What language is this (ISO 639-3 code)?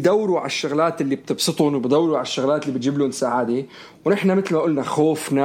apc